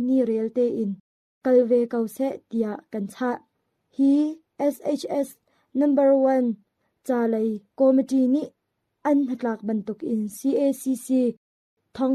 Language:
Hakha Chin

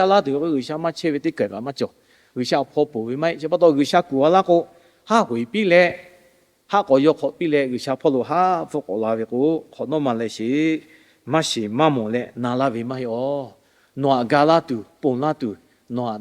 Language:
Lahu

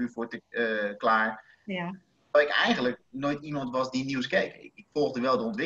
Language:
Dutch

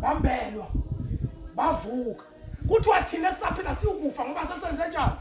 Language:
Zulu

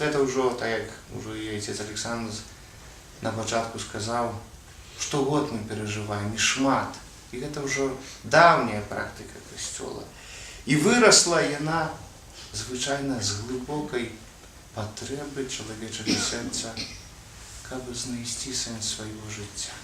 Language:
Belarusian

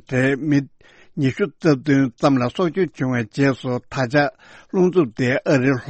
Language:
Tibetan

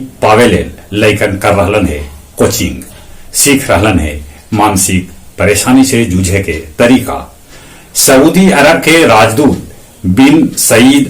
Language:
Magahi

